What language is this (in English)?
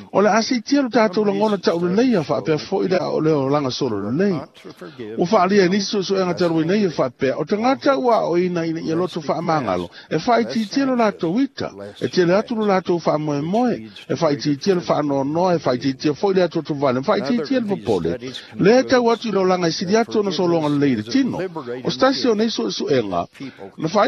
Samoan